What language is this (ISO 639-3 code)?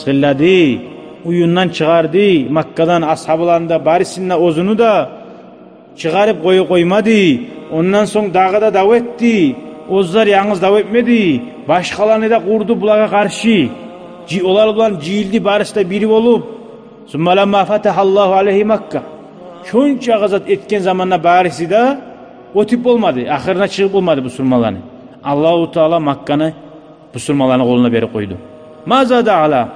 kum